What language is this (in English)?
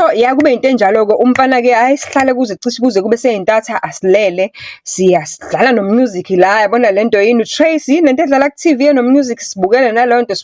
Zulu